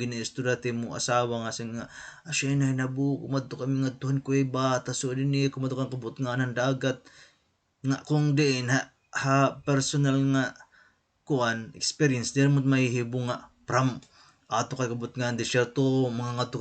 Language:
Waray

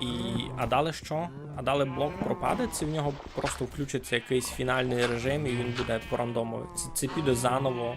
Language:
Rusyn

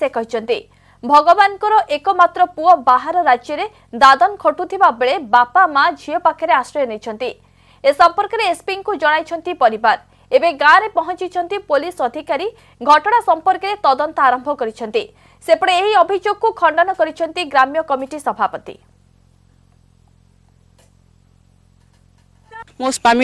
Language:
Odia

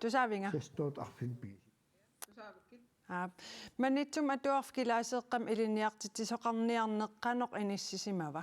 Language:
Kalaallisut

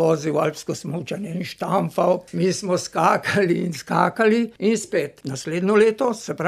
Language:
Slovenian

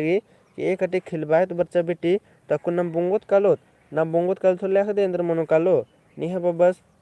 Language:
Kurukh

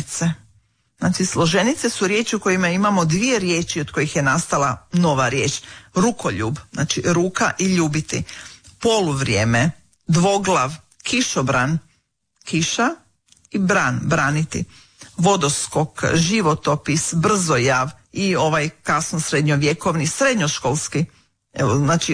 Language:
Croatian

